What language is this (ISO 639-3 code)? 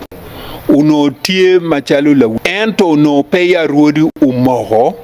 ach